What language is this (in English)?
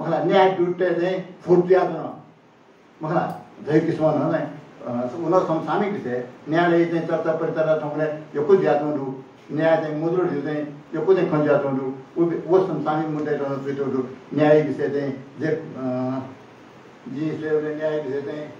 Newari